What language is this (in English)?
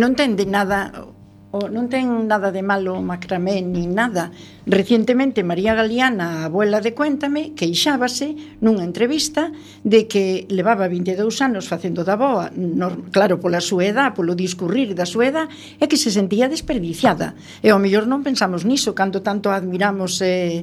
Galician